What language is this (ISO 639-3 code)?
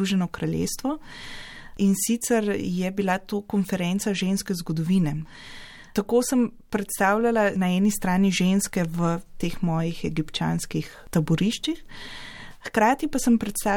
slv